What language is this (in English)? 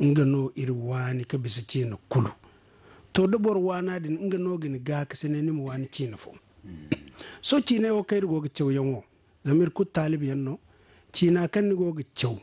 Zarma